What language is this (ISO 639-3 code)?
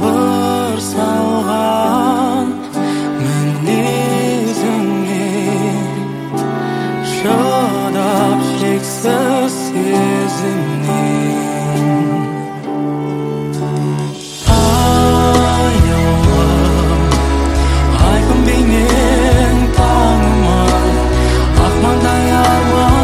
kaz